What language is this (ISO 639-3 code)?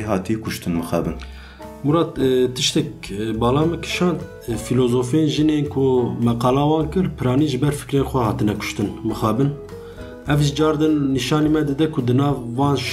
kur